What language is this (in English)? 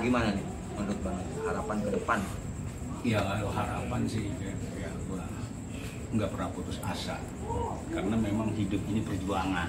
Betawi